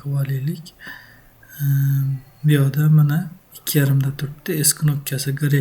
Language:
Uzbek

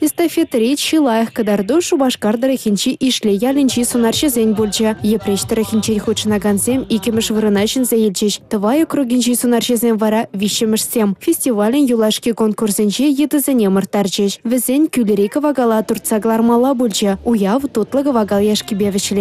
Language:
Chuvash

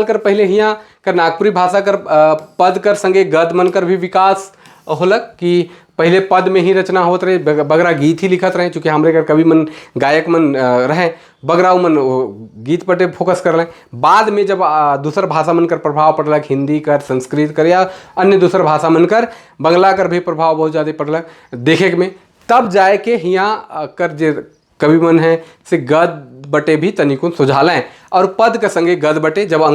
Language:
Sadri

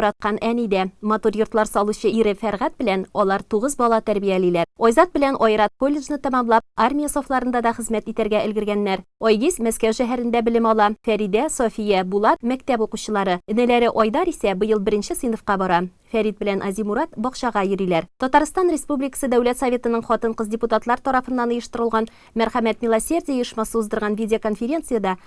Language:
Tatar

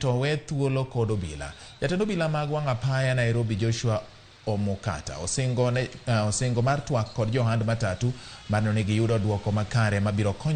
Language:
Luo (Kenya and Tanzania)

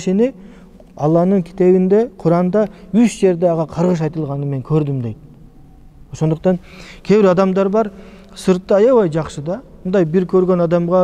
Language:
Kyrgyz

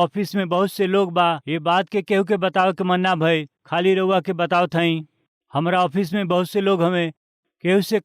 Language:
Bhojpuri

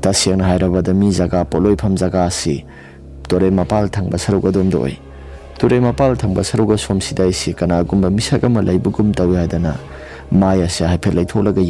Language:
Manipuri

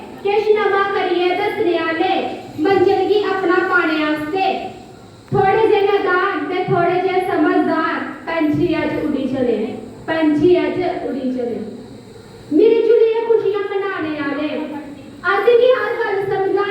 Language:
Dogri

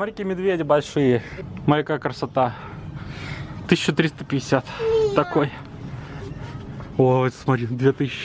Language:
Russian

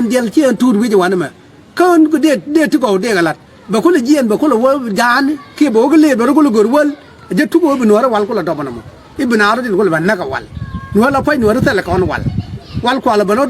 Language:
Nuer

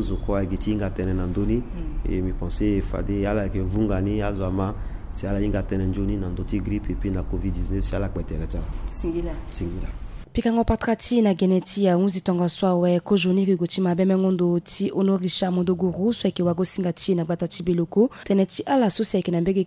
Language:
Sango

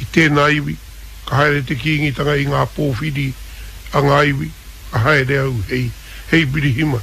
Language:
Māori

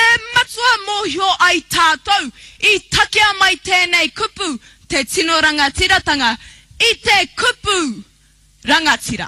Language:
Māori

